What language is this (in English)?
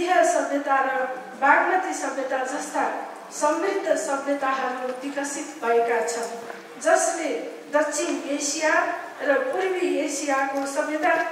Nepali